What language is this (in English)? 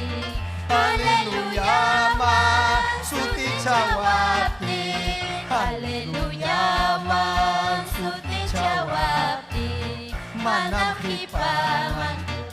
Ayacucho Quechua